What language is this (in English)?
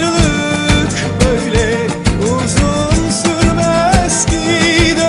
Turkish